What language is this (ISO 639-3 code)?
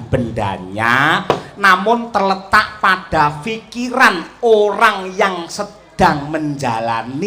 jav